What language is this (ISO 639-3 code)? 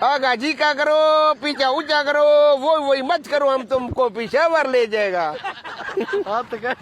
skr